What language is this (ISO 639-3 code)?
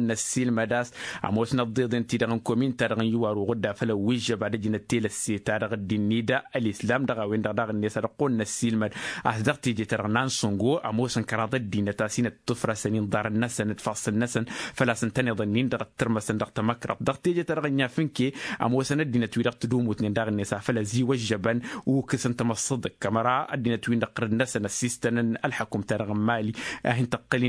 taq